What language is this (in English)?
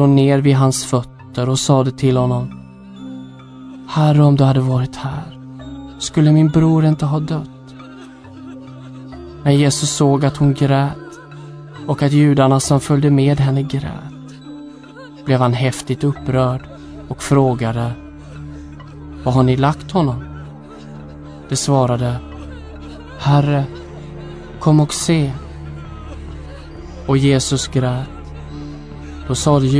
Swedish